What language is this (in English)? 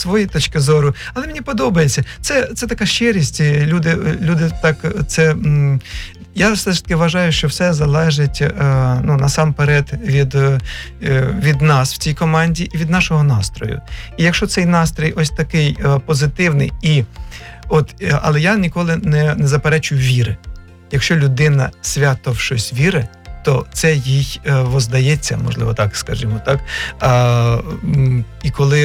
Ukrainian